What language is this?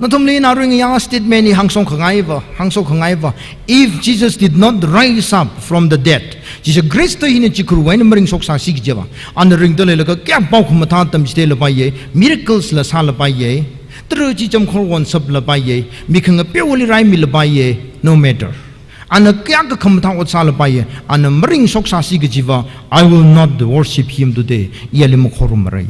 Tangkhul Naga (India)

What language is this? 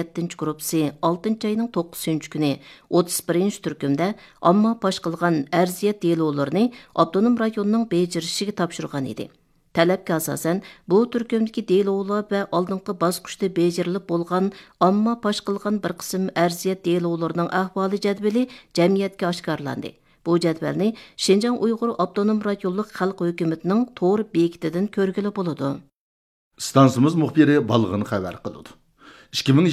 Uyghur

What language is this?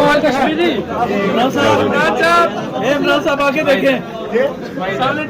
Pahari-Potwari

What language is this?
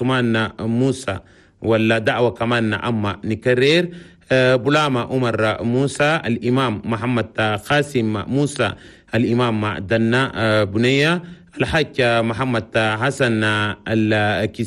Chadian Arabic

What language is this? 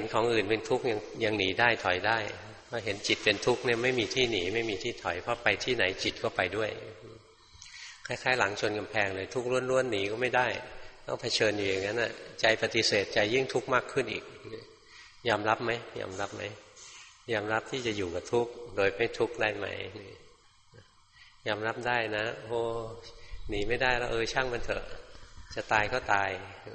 Thai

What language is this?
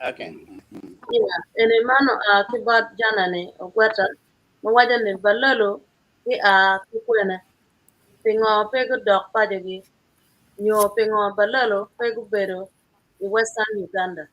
Acoli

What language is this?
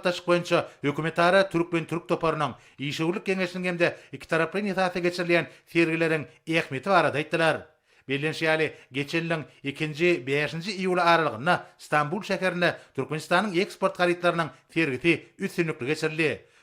Turkmen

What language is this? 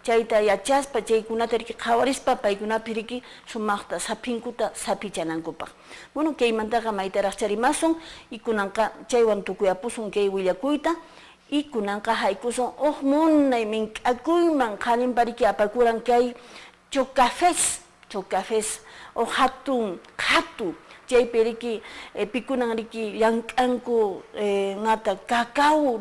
Quechua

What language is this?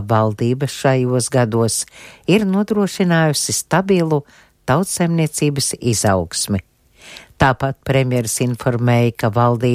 Latvian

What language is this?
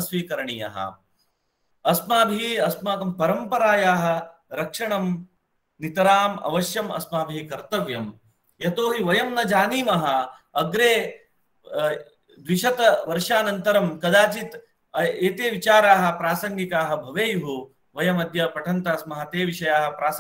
Sanskrit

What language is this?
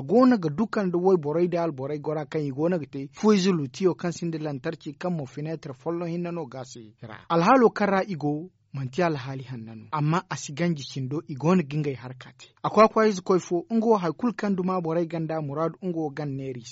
Zarma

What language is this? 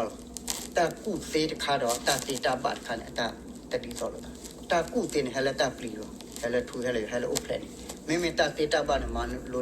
S'gaw Karen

